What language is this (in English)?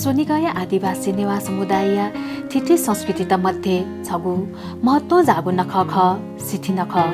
Newari